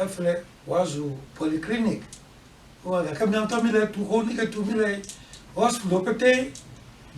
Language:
Ewe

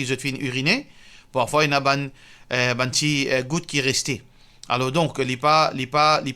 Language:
Morisyen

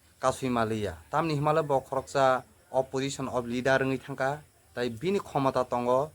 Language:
Kok Borok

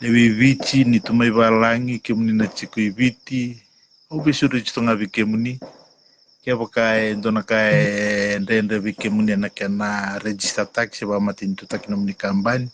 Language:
Fijian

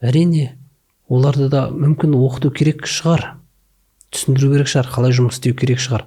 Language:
Kazakh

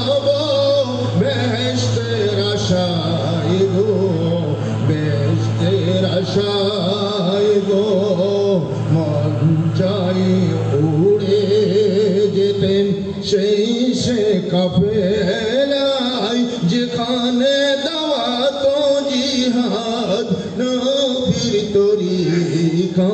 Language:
Bangla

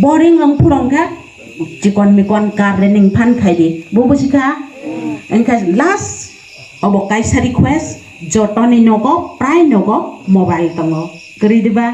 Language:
Kok Borok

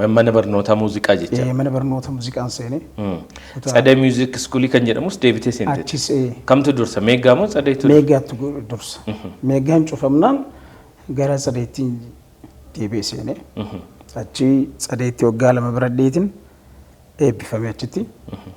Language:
Oromo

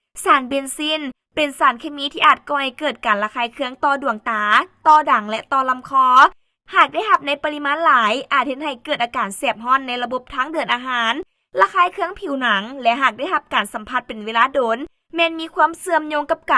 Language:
Lao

